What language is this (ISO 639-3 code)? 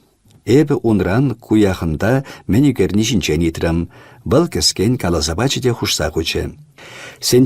chv